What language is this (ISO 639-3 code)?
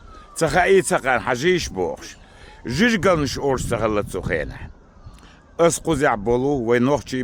che